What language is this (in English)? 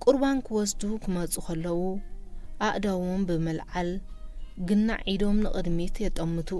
Tigrinya